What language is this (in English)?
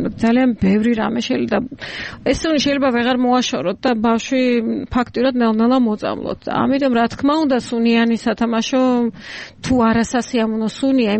Georgian